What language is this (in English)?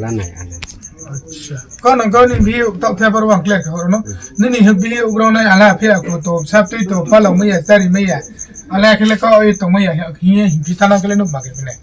Riang (India)